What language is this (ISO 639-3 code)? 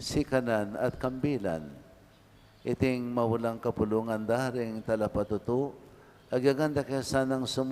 pam